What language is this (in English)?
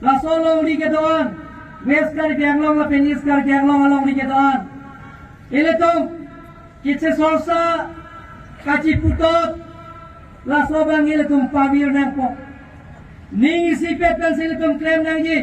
Karbi